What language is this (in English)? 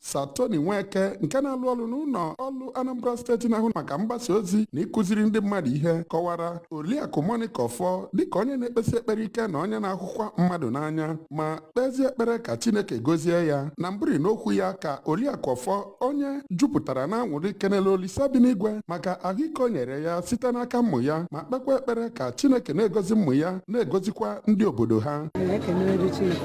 Igbo